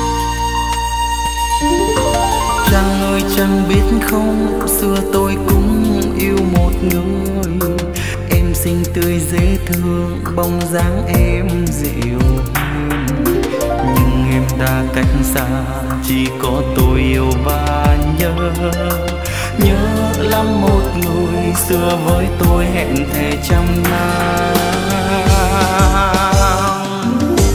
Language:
Vietnamese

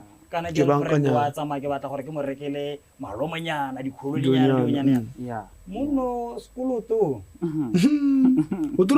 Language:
Tswana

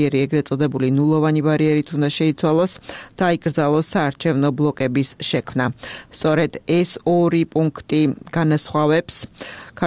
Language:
Georgian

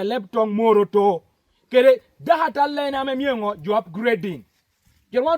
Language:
Lango (Uganda)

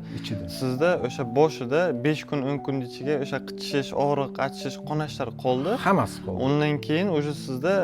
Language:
Uzbek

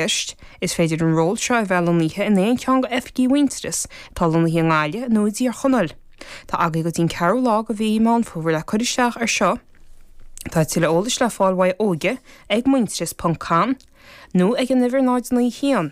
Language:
Irish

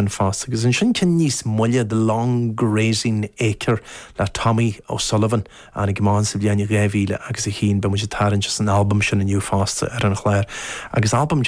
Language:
Irish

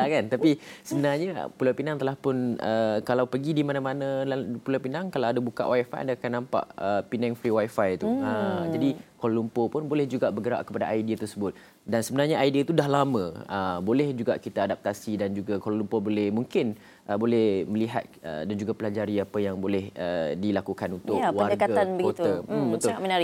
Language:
Malay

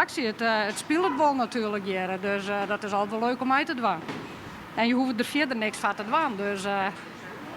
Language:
Western Frisian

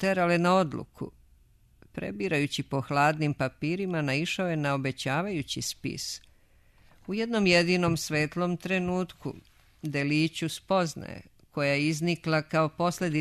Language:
Serbian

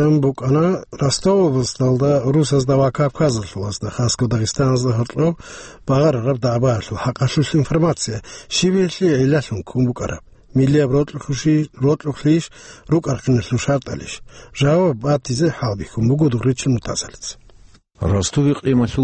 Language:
Avaric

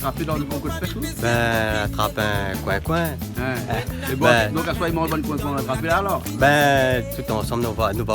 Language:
Réunion Creole French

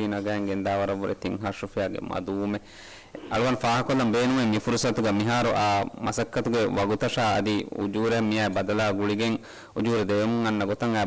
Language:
Divehi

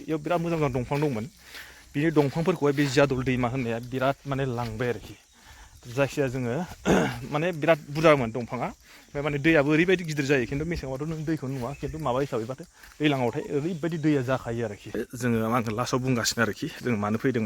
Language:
Bodo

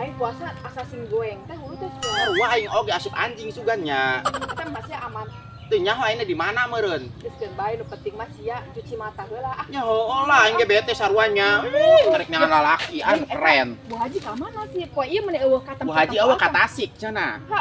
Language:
Sundanese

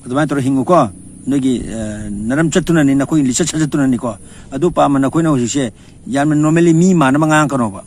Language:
Manipuri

